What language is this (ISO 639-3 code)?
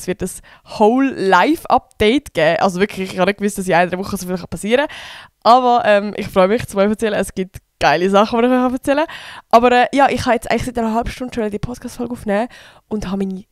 gsw